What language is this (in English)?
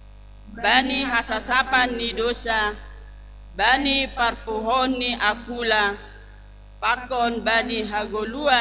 Batak Simalungun